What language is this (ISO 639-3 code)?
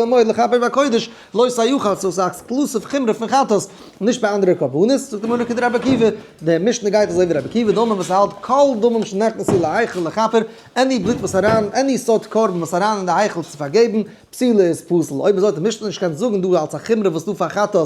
yid